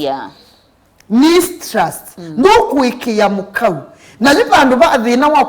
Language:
Kamba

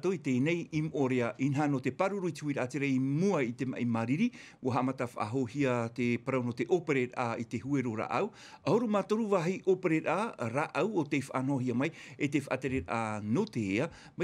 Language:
Tahitian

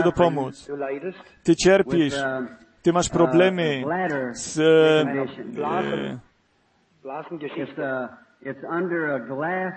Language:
Polish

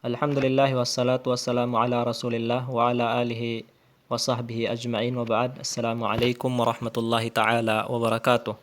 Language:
Tausug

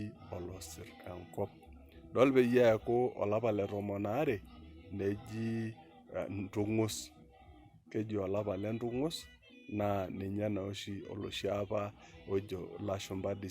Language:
Masai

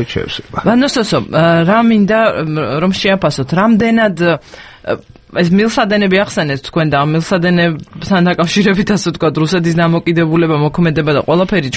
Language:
Georgian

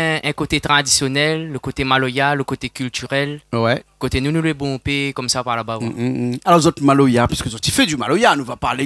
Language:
Réunion Creole French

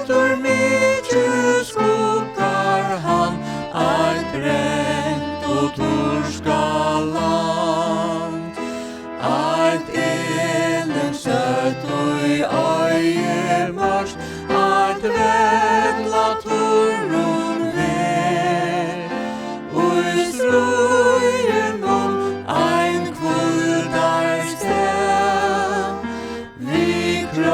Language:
Faroese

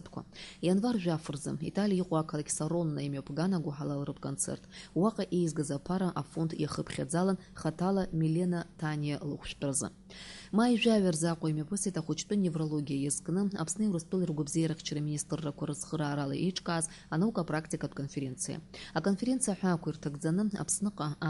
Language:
Abkhazian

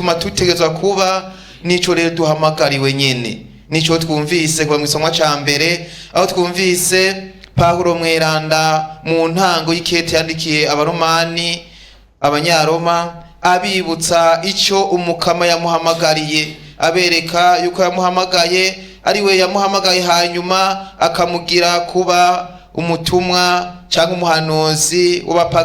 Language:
Rundi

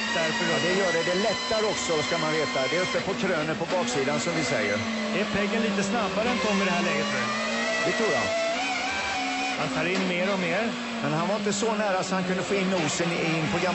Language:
Swedish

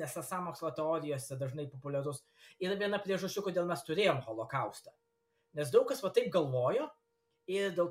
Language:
Lithuanian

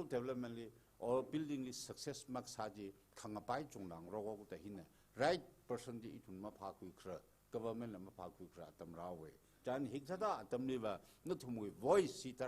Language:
Tangkhul Naga (India)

